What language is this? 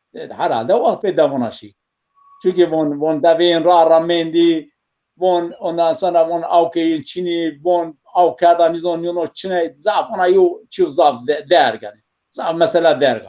Zaza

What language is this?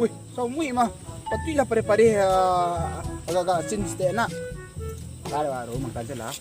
Minangkabau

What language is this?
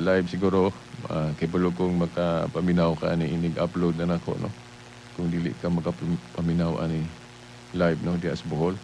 Cebuano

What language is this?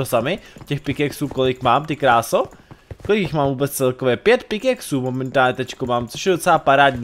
Czech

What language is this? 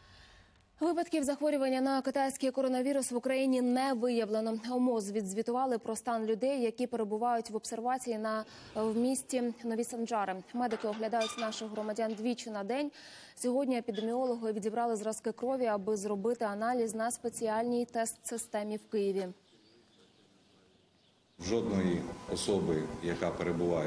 Ukrainian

